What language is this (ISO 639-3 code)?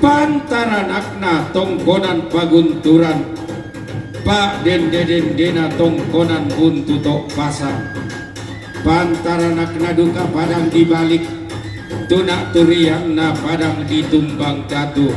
sda